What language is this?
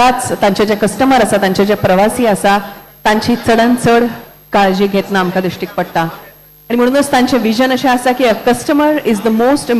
Konkani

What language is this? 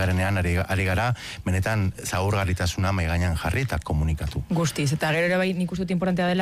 Basque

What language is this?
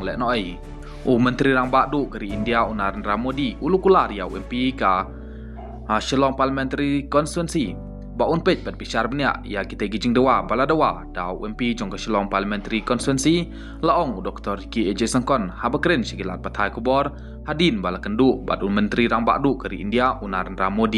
Khasi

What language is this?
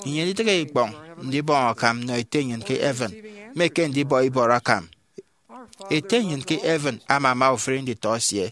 Efik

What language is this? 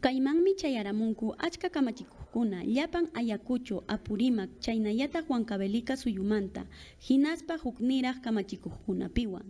Ayacucho Quechua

